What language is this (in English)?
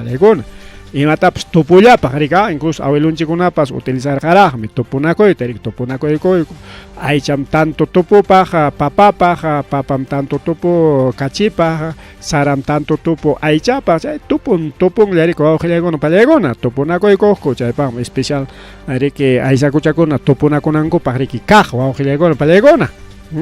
Ayacucho Quechua